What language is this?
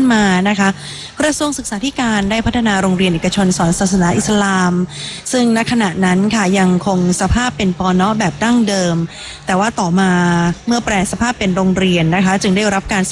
Thai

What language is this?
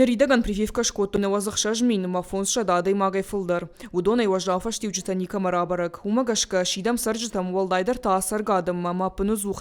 Ossetic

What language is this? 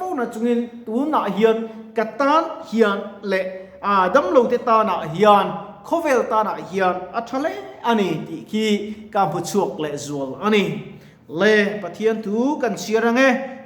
Mizo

